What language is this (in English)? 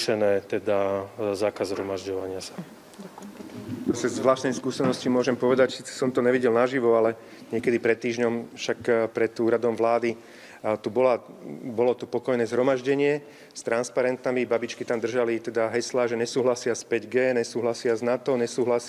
Slovak